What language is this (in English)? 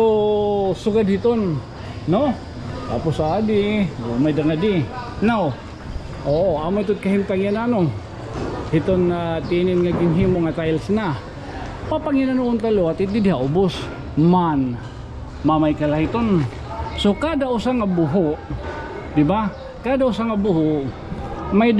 Waray